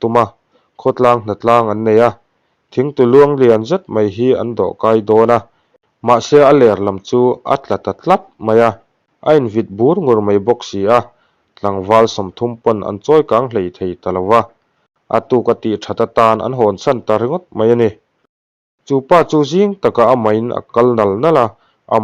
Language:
Mizo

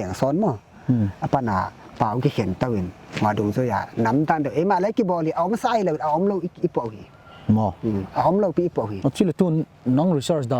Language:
Paite Chin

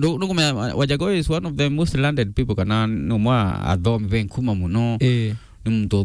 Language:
Meru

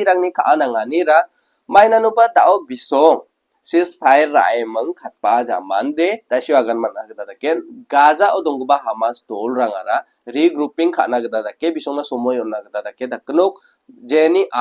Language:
Garo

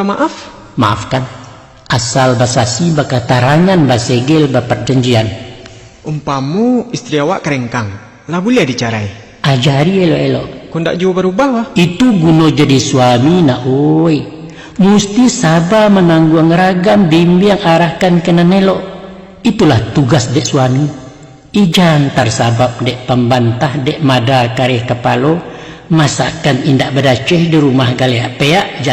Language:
Minangkabau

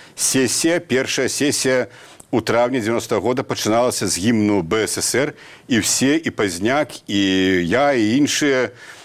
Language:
Belarusian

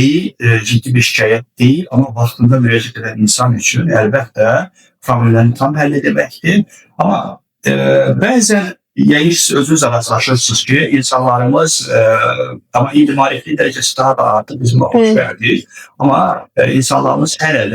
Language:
Azerbaijani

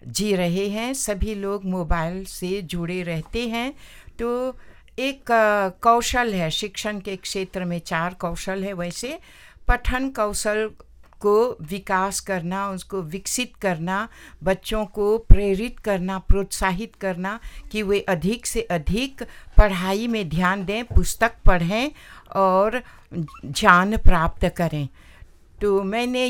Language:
Hindi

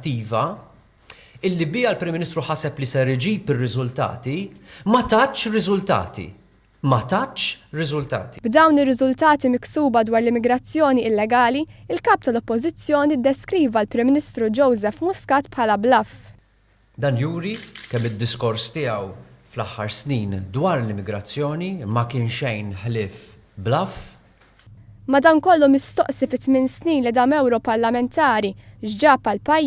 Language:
Maltese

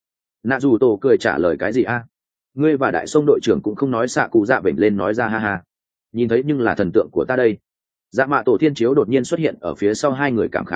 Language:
Vietnamese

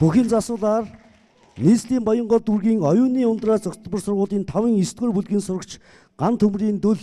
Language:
Mongolian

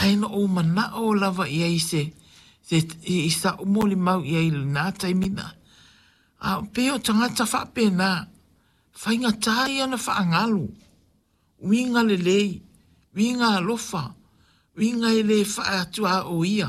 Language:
Samoan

